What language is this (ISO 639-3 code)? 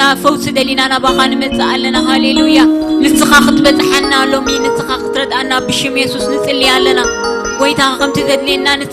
tir